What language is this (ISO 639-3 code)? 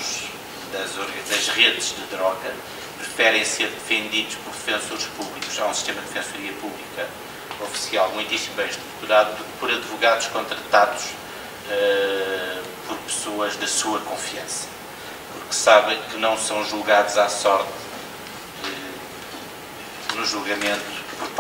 por